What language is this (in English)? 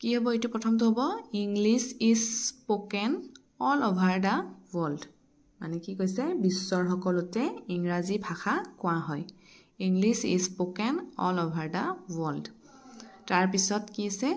Assamese